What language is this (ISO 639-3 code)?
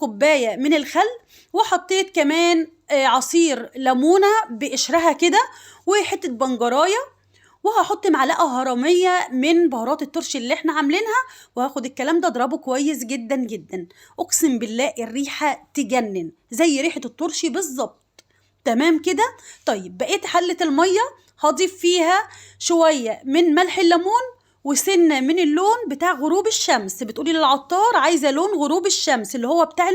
arz